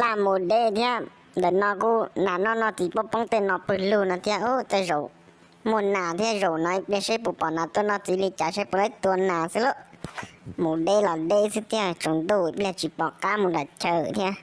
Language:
Hmong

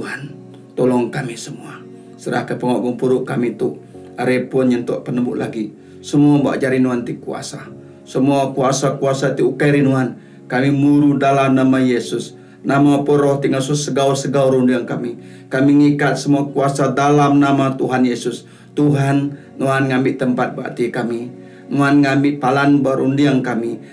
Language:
Iban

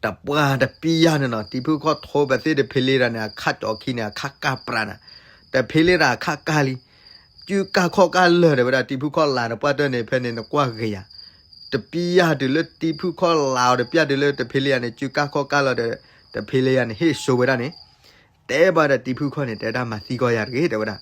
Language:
S'gaw Karen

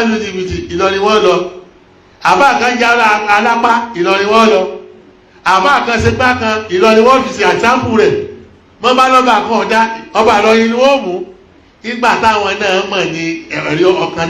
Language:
Yoruba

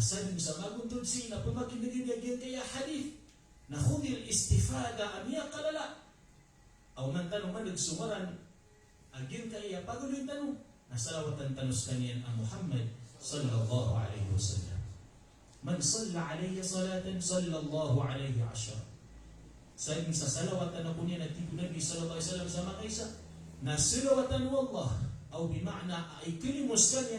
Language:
Maranao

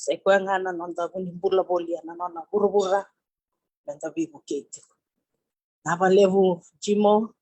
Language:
Fijian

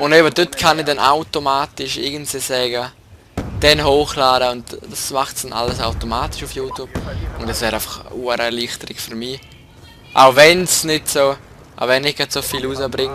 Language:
Swiss German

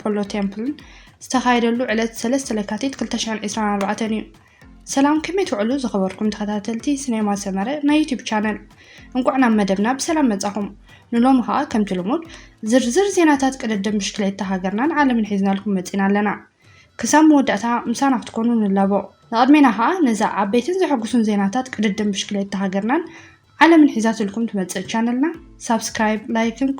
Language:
Tigrinya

